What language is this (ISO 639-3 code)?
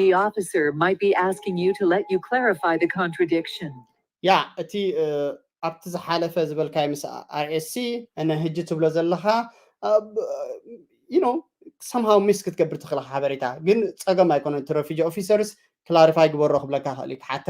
tir